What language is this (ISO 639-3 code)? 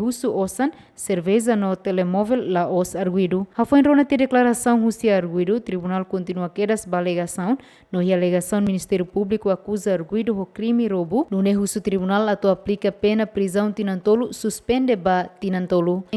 tet